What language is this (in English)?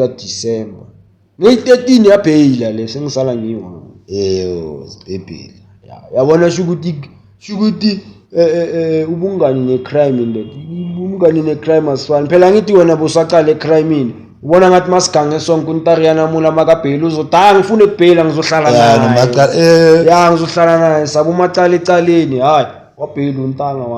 Zulu